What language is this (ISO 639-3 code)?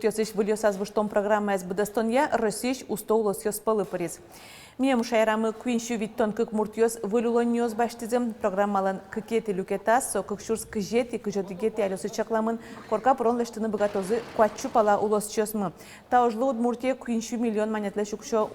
udm